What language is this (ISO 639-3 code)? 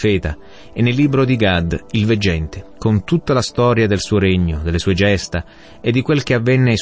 ita